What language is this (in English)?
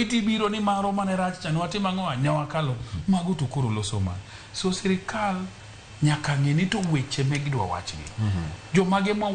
Luo (Kenya and Tanzania)